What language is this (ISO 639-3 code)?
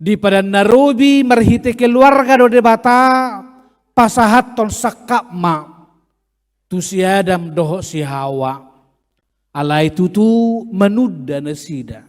bbc